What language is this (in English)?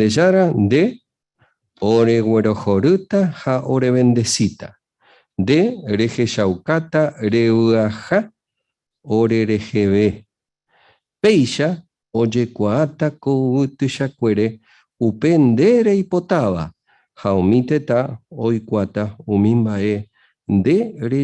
Guarani